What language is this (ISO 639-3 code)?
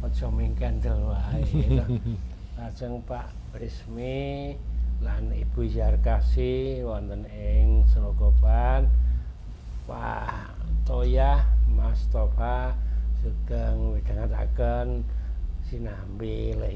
jav